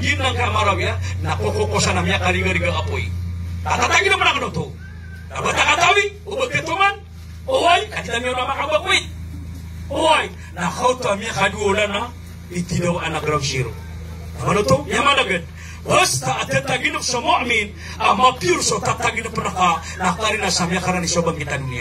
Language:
Maranao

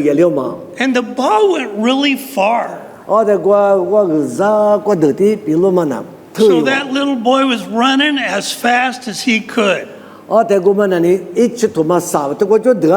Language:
Lisu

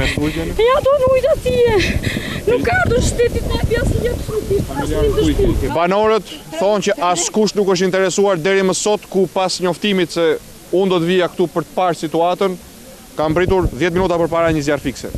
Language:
Albanian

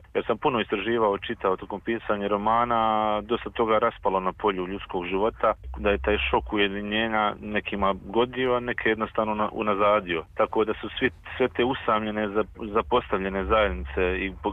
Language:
Serbian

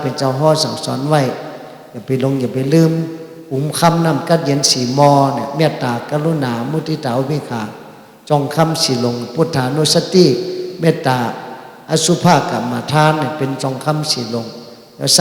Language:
Shan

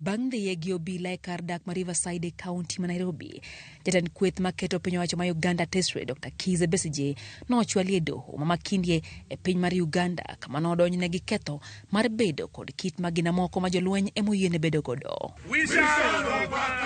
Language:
Luo (Kenya and Tanzania)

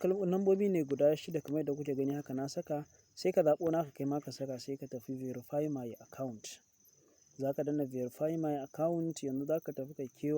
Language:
Hausa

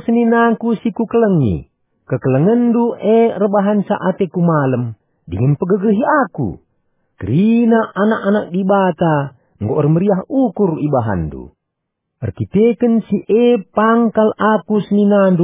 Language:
Batak Karo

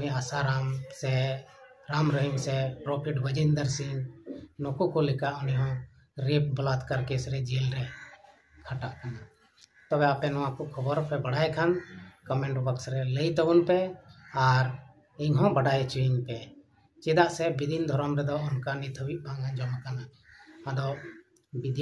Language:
Santali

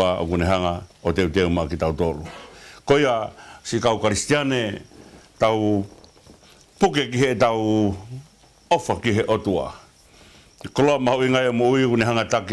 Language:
Tongan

